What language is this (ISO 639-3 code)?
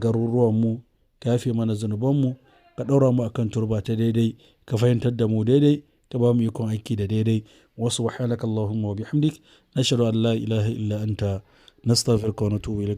hau